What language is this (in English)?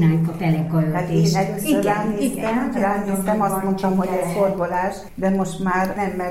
Hungarian